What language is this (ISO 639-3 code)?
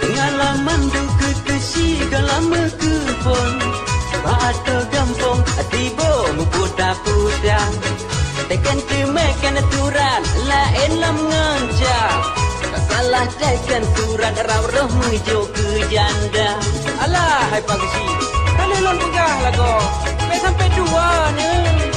ace